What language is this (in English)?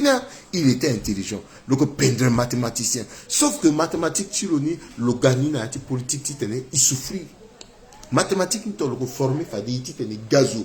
Sango